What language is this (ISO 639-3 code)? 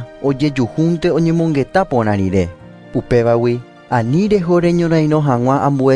grn